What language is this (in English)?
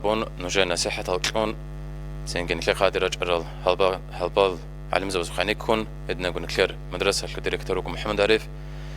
Avaric